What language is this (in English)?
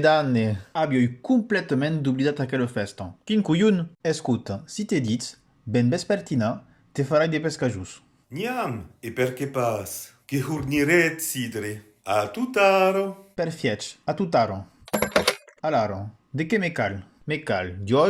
Occitan